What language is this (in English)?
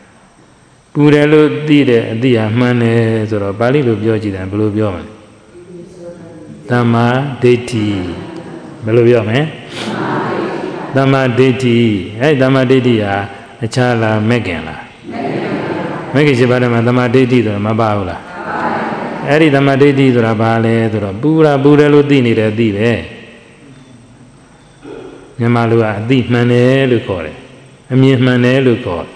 Burmese